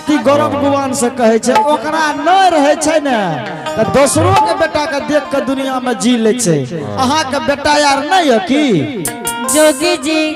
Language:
Angika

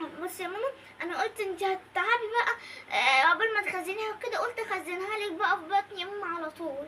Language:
Egyptian Arabic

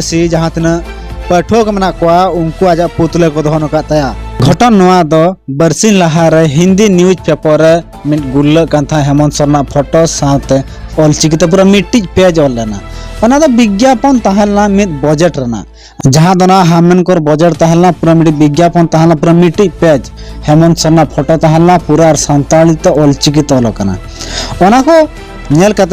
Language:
Santali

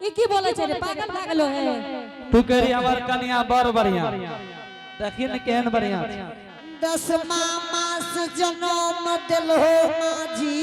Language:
Angika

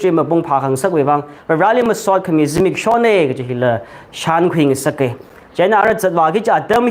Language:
Tangkhul Naga (India)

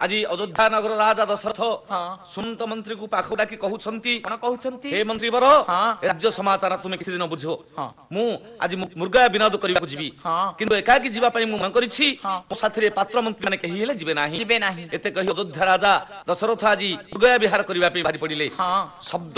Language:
Odia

